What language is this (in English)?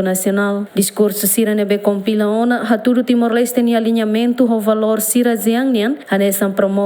Tetum